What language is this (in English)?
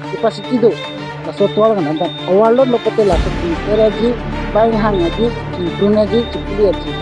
Karbi